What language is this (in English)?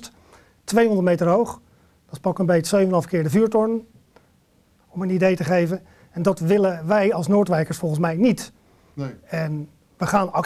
Dutch